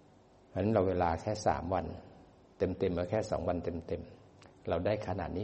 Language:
Thai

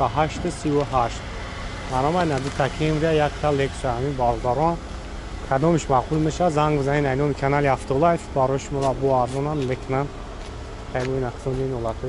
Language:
Tajik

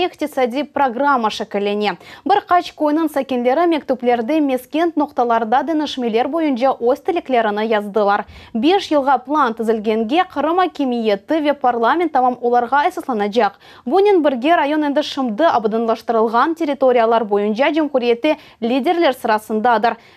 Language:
Crimean Tatar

